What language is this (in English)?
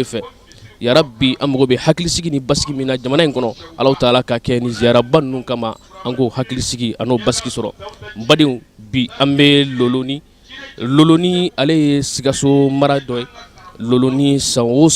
Bambara